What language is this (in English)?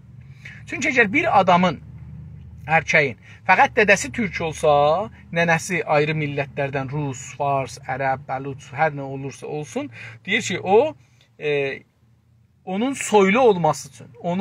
South Azerbaijani